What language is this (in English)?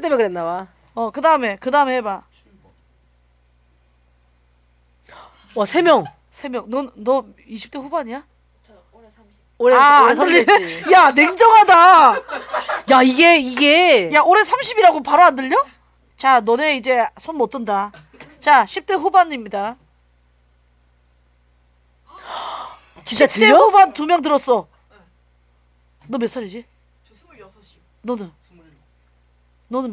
Korean